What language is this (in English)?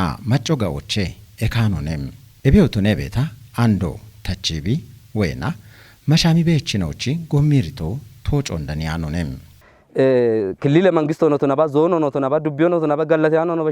Kafa